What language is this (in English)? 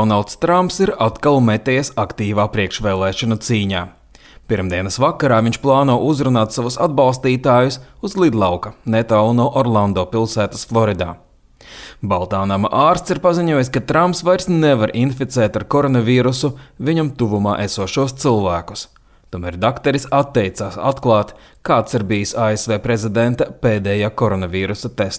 Latvian